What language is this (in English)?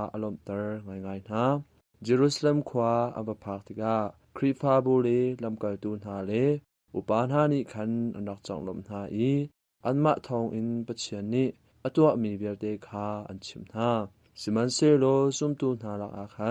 Hakha Chin